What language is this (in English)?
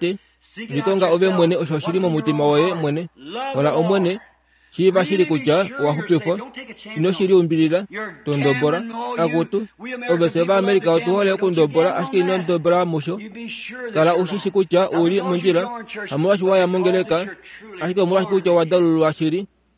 Kuanyama